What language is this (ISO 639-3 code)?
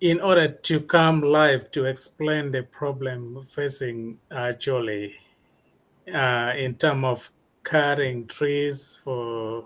ach